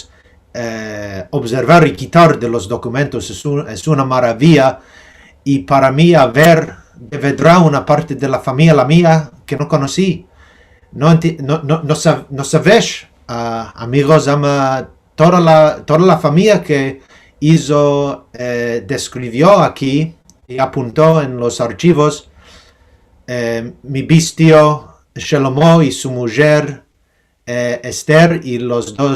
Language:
Ladino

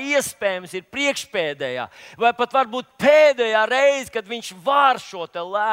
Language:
Latvian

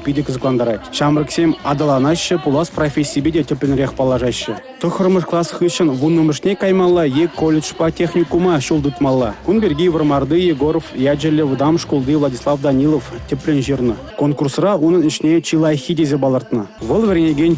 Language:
Chuvash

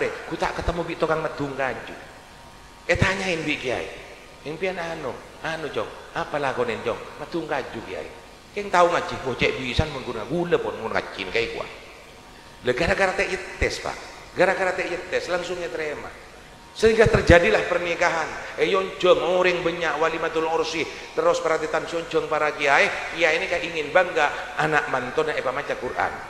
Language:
Madurese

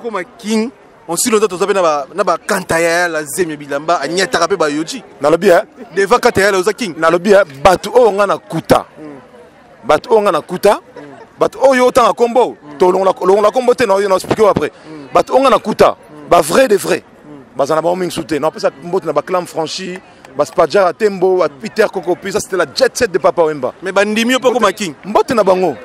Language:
Lingala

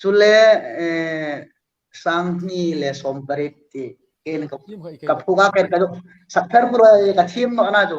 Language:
Hmar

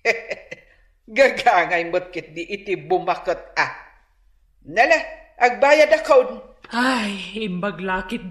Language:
Iloko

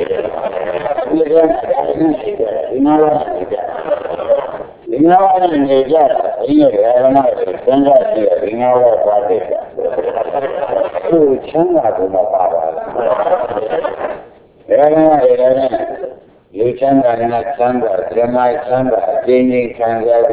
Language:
Burmese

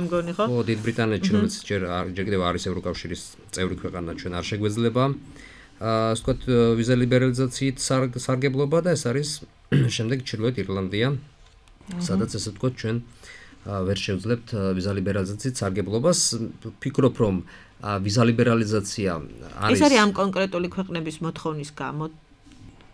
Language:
Georgian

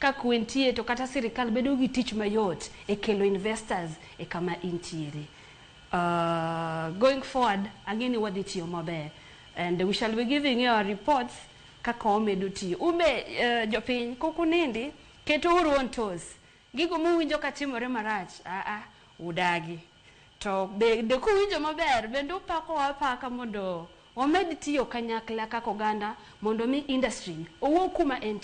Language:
Luo (Kenya and Tanzania)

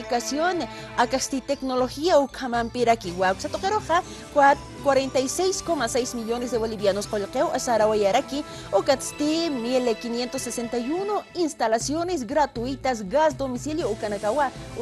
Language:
Aymara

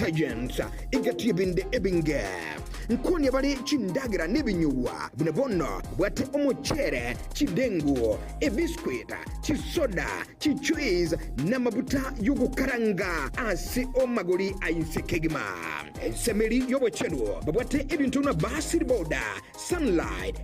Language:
Gusii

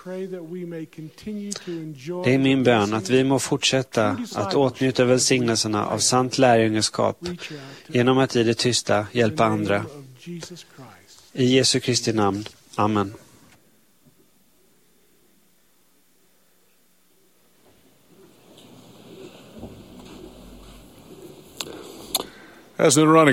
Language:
Swedish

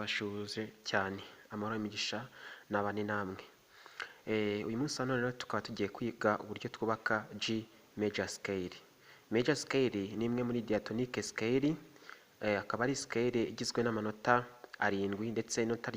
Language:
Kinyarwanda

